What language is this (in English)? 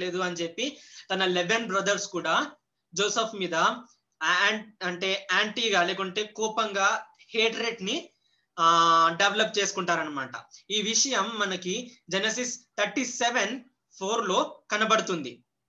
Telugu